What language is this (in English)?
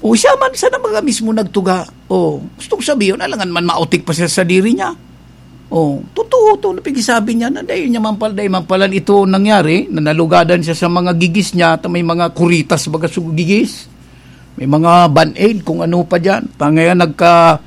Bikol